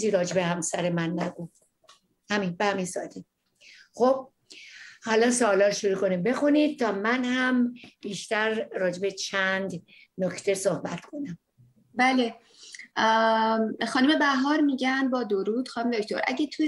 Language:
Persian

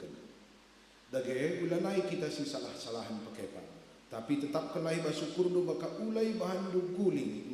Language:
Batak Karo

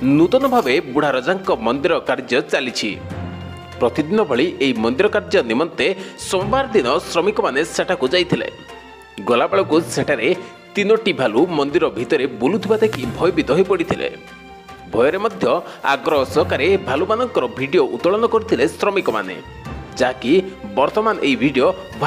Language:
Odia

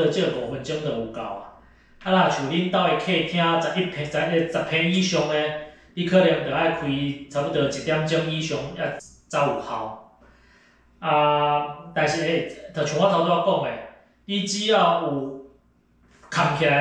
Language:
Min Nan Chinese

